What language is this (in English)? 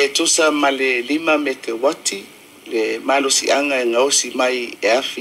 Samoan